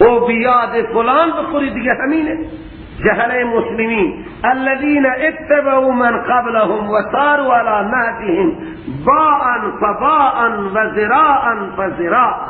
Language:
Persian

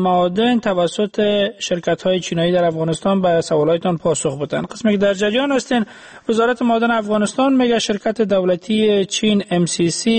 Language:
Persian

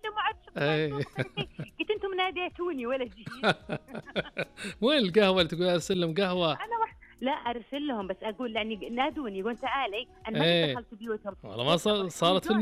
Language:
Najdi Arabic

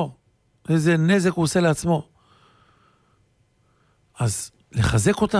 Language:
Hebrew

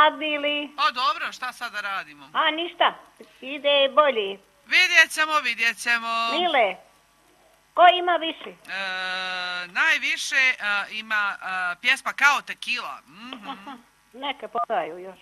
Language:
Croatian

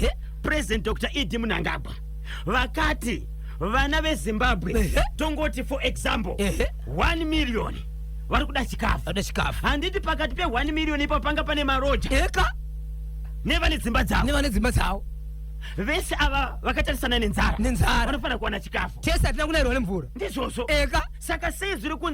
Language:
Shona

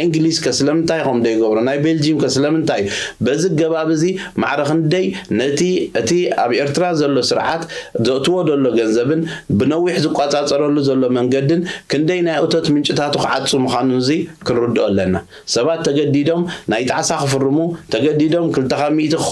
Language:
Tigrinya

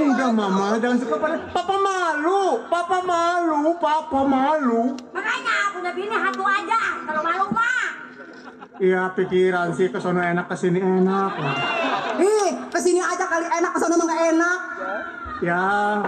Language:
Betawi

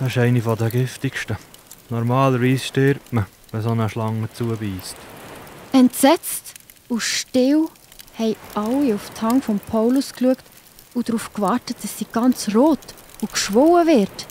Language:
Swiss German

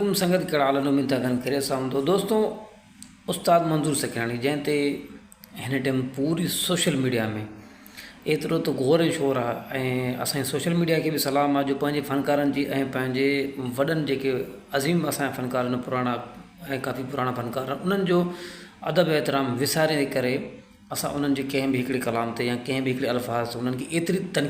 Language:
Sindhi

